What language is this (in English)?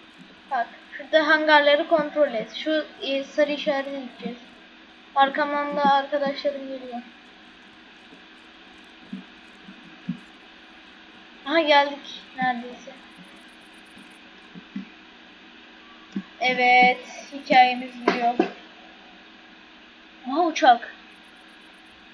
Turkish